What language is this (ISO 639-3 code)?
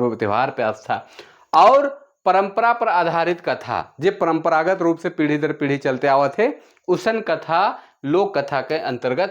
sck